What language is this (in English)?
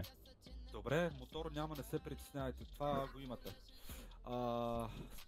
Bulgarian